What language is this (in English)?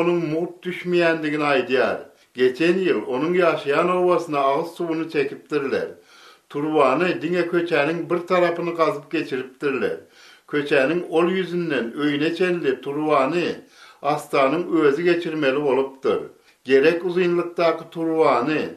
Turkmen